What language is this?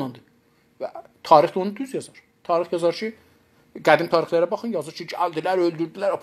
South Azerbaijani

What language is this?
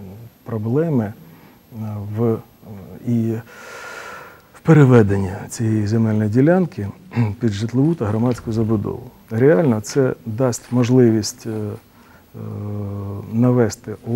Ukrainian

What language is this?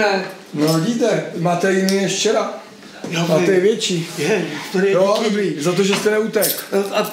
Czech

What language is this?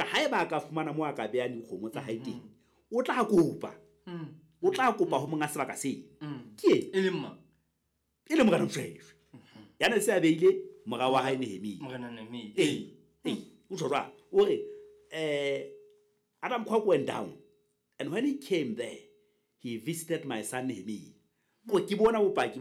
Southern Sotho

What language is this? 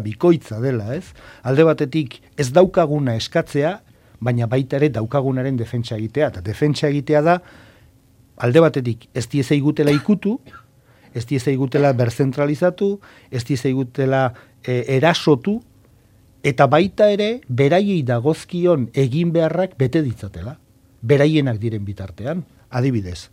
Basque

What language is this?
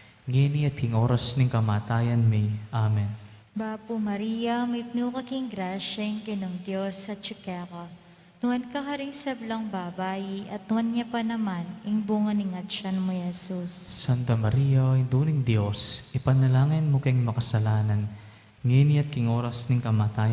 Pampanga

